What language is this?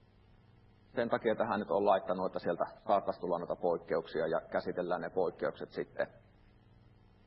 Finnish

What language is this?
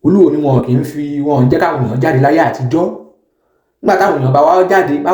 Yoruba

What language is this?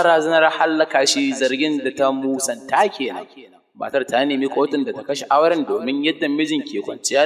Hausa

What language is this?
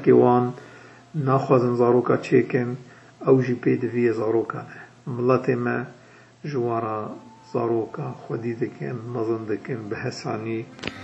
Kurdish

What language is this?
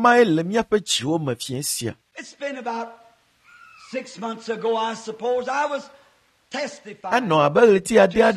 Ewe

